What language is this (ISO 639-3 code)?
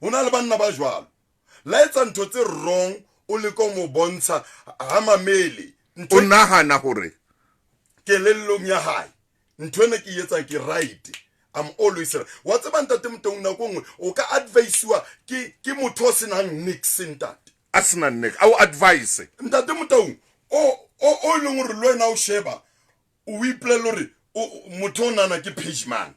sot